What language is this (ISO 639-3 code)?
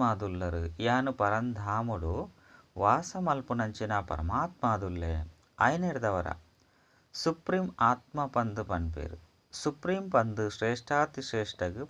tcy